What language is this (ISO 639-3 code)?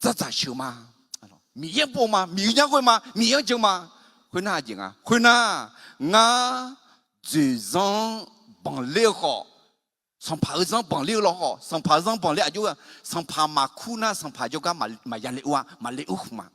ahk